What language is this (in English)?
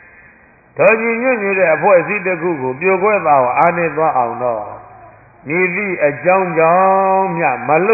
Burmese